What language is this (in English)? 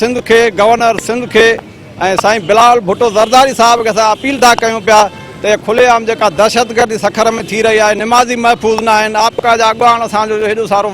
Sindhi